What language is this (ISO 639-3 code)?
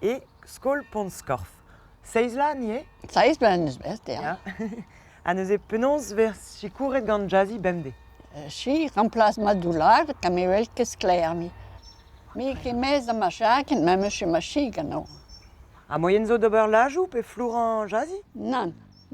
bre